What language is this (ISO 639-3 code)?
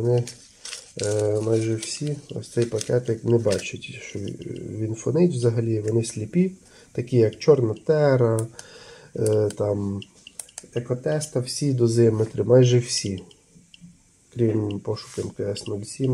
ukr